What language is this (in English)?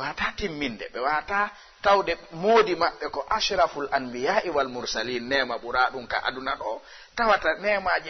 Fula